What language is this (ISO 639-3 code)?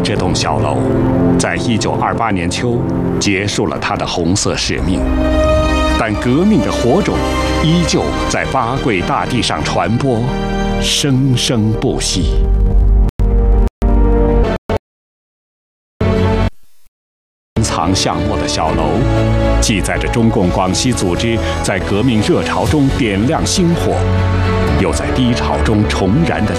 zho